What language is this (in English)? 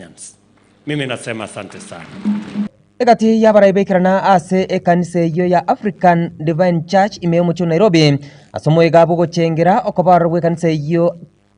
Gusii